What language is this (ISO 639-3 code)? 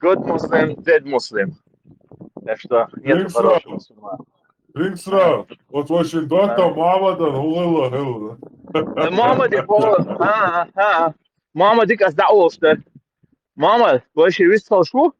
che